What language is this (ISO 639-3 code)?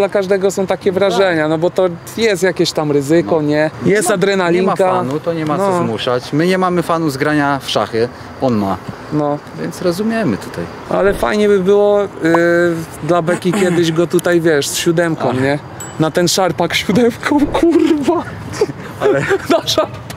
pol